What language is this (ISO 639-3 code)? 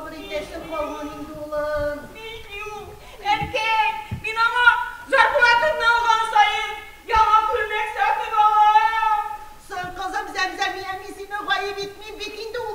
tat